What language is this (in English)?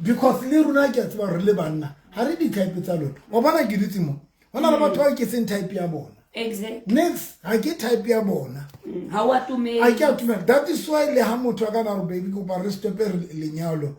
Southern Sotho